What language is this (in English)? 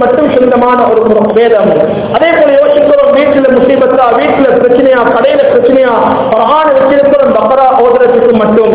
Tamil